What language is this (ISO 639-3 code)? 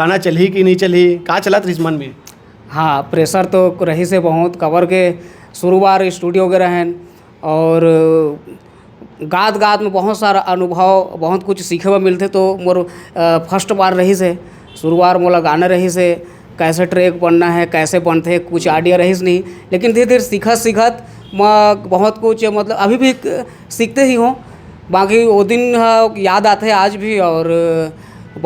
hne